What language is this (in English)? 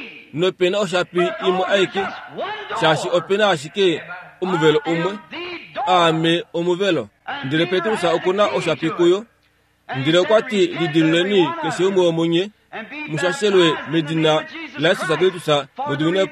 Kuanyama